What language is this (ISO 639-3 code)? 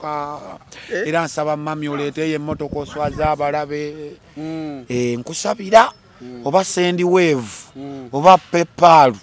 lug